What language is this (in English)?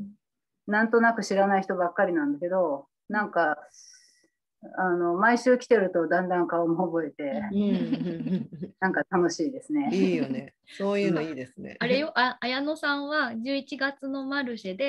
Japanese